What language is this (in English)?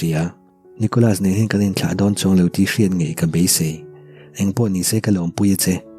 Mizo